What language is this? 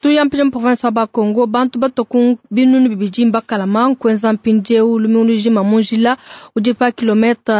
Luba-Lulua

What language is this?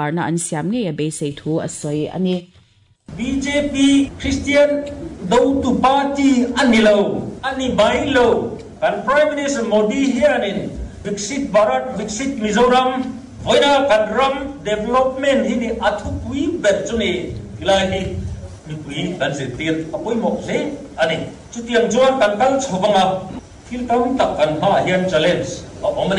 Mizo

